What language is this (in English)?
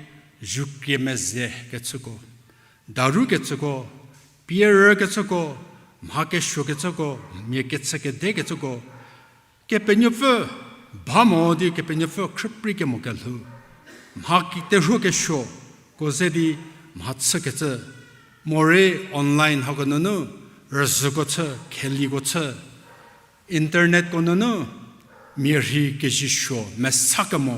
Angami Naga